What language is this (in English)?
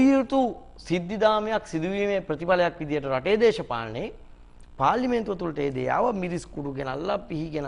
Sinhala